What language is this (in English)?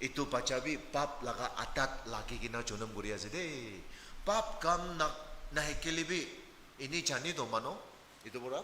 Naga Pidgin